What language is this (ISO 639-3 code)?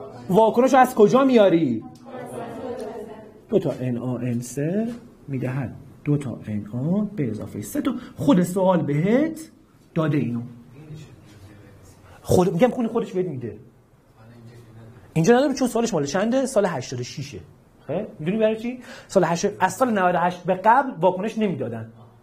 fas